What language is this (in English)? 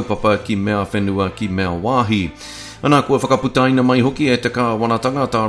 Māori